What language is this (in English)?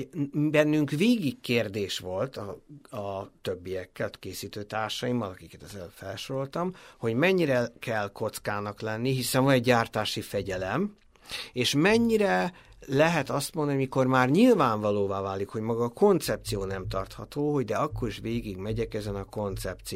Hungarian